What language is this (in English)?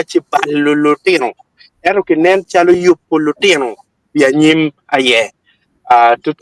Acoli